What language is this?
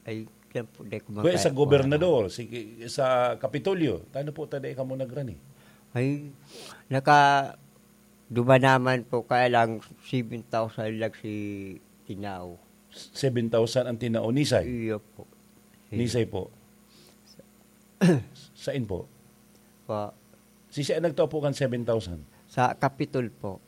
Bikol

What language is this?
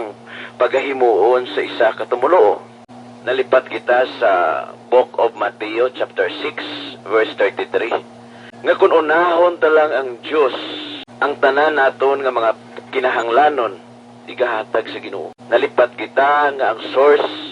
Hiligaynon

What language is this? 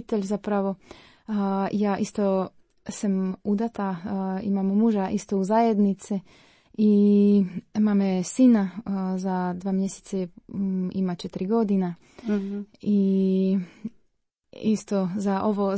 Croatian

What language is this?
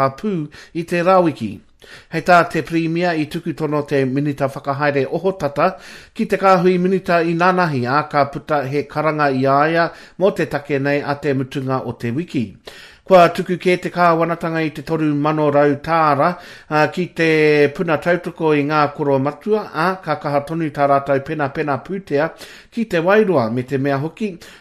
Māori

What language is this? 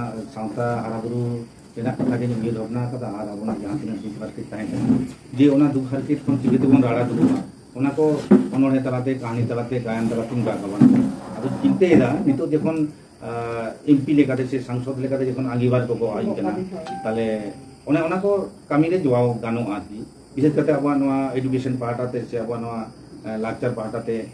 Santali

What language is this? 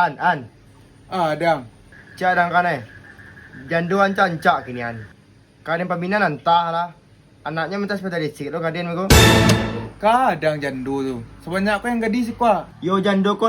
Minangkabau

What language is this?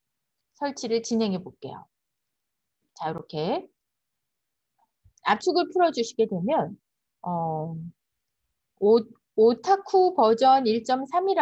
Korean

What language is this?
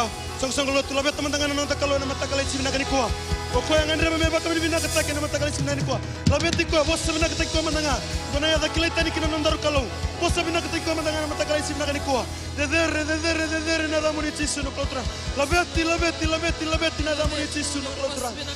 Fijian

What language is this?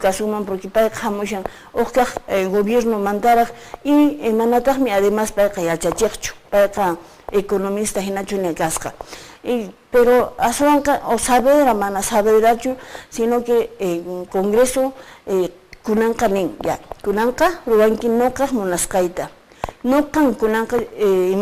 Quechua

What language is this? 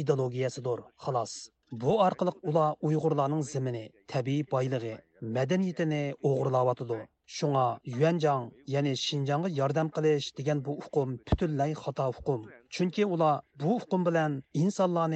Uyghur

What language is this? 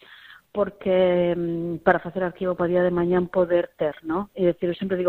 Galician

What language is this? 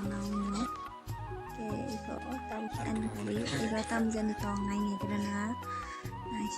Kok Borok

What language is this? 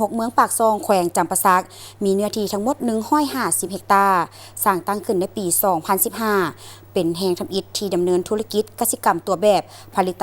Lao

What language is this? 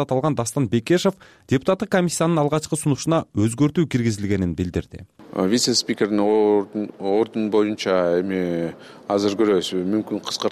Kyrgyz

